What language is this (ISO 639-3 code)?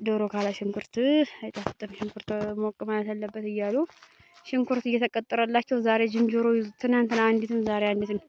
amh